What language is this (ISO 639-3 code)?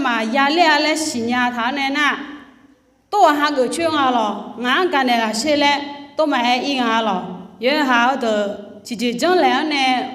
ahk